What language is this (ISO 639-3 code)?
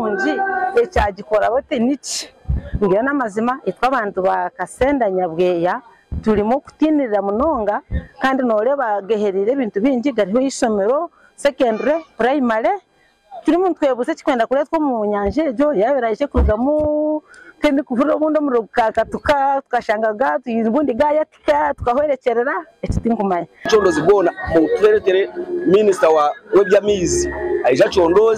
nyn